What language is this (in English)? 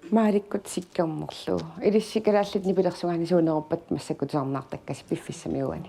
Kalaallisut